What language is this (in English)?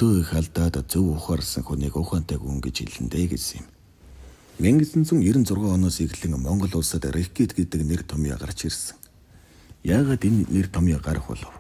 Mongolian